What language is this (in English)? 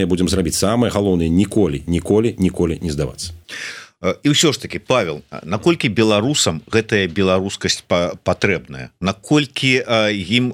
Belarusian